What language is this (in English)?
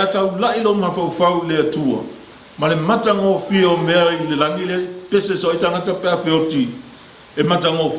Samoan